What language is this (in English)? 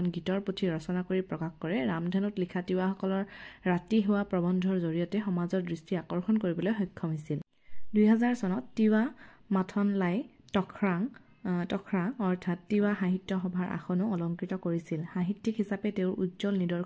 Assamese